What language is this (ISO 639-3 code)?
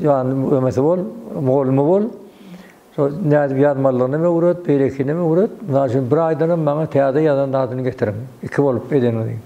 tuk